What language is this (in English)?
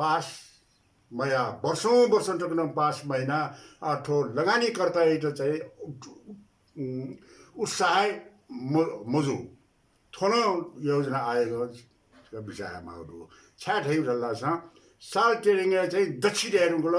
Newari